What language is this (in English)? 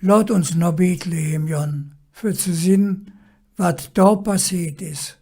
Colognian